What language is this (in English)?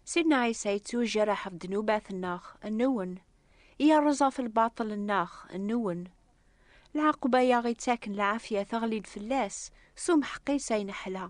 Kabyle